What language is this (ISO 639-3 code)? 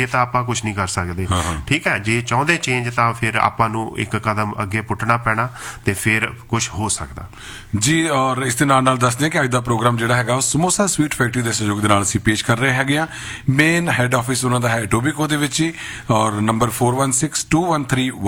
pan